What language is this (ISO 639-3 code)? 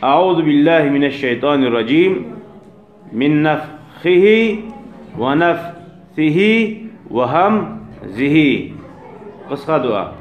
kum